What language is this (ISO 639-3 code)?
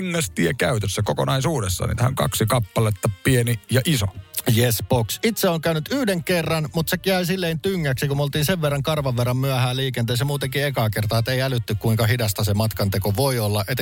fin